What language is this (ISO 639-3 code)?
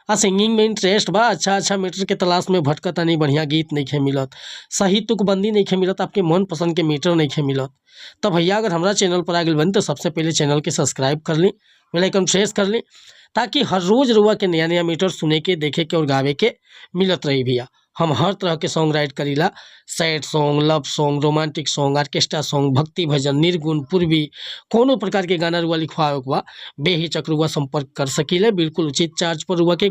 bho